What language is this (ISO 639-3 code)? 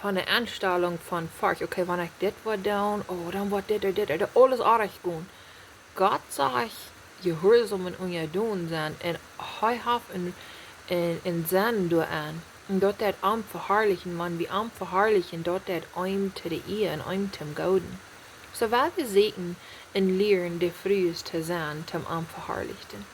pdt